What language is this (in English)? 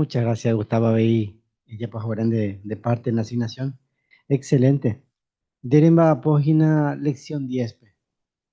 Guarani